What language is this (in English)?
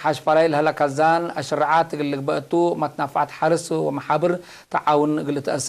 Tigre